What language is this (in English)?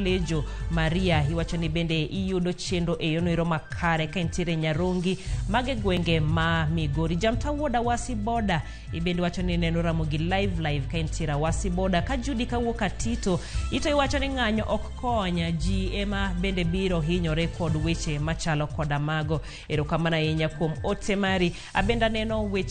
Luo (Kenya and Tanzania)